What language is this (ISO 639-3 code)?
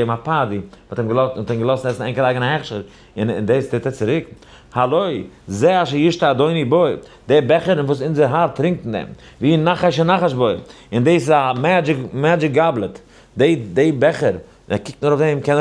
yid